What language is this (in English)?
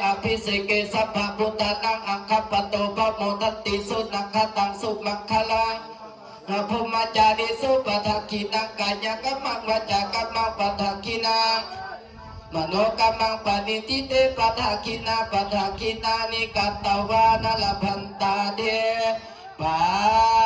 Pali